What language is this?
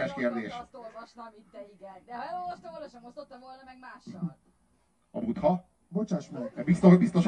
Hungarian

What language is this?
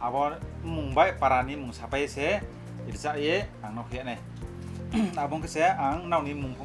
Riang (India)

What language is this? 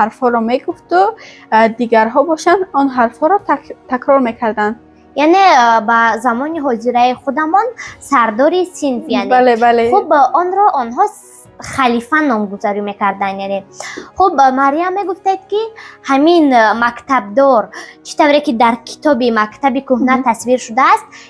Tajik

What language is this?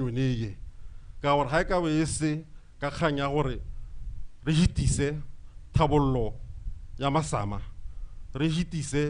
Tswana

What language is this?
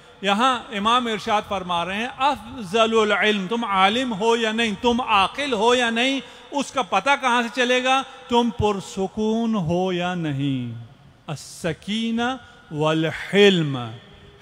Urdu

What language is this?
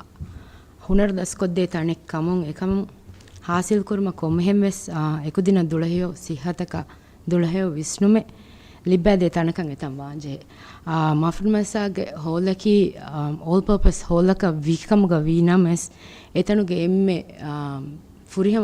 Divehi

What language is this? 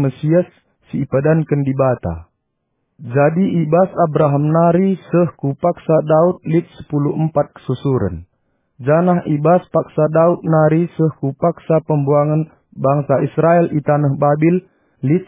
Batak Karo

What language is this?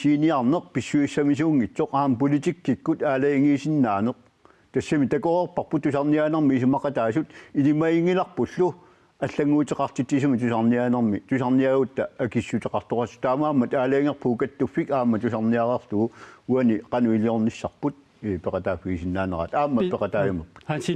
Kalaallisut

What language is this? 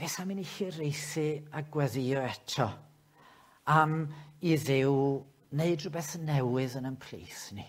Welsh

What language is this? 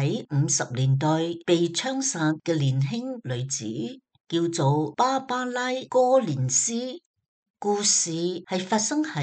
Cantonese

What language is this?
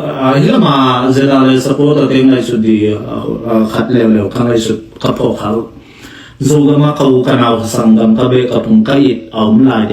Tedim Chin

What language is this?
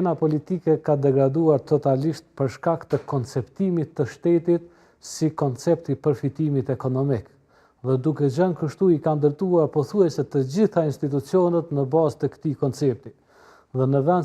Albanian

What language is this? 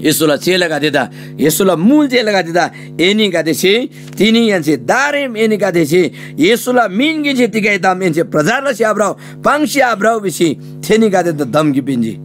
Eastern Tamang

